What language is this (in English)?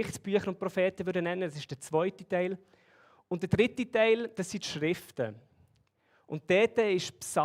Swiss German